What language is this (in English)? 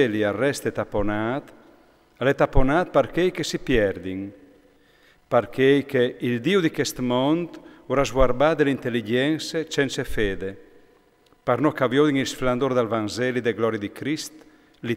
Friulian